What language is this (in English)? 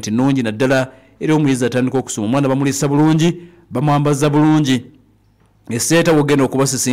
Ganda